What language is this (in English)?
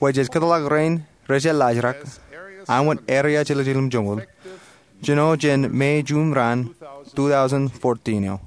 Marshallese